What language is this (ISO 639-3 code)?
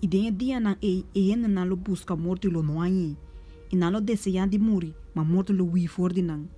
pap